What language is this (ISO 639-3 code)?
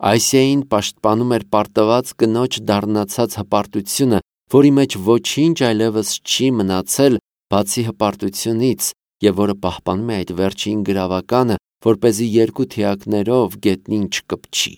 hye